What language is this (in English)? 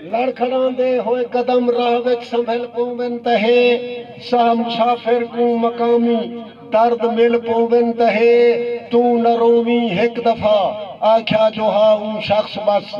Saraiki